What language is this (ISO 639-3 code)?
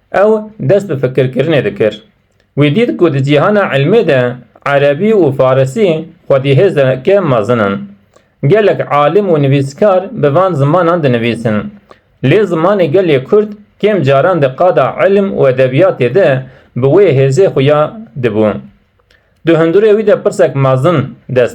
kur